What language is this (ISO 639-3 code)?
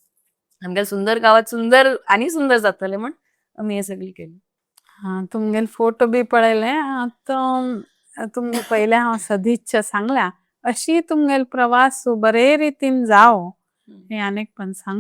kok